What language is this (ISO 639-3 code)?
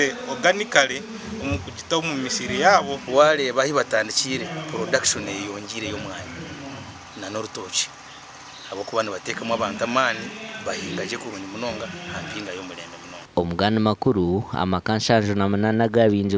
nyn